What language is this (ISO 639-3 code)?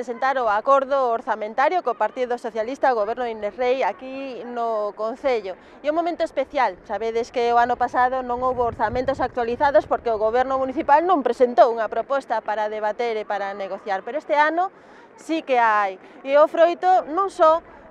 glg